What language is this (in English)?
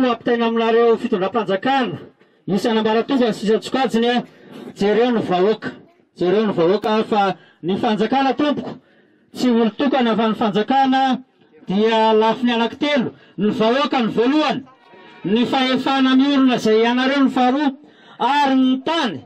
Malagasy